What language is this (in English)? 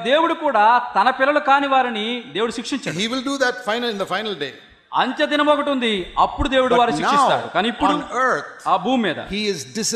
Telugu